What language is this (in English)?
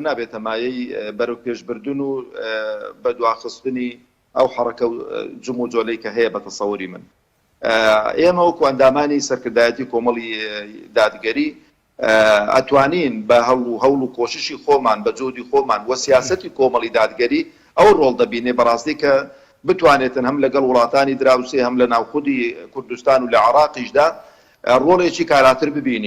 Central Kurdish